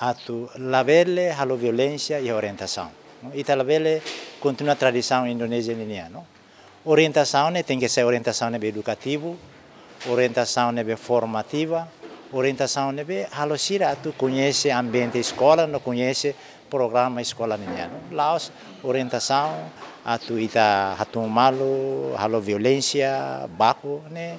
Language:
Tetum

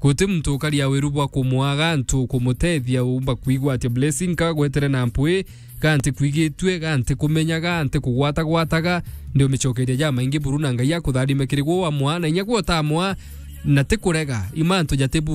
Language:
Meru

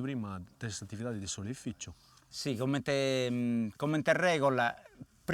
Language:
Sardinian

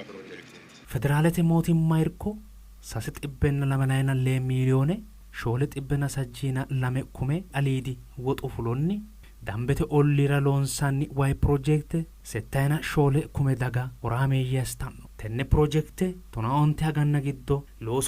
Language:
Sidamo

